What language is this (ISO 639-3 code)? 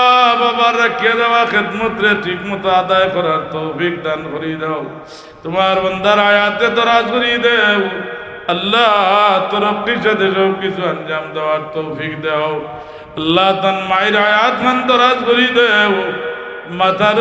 syl